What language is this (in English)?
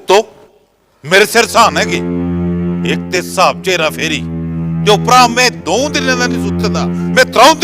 Dogri